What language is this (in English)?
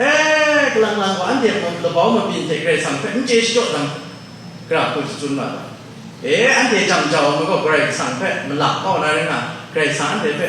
Kachin